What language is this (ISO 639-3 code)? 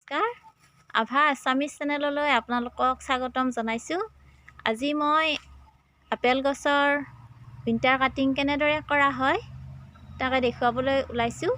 asm